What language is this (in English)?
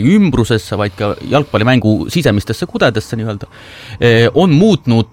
Estonian